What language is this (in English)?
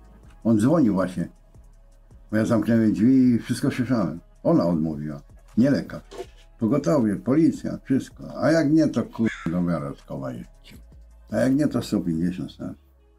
Polish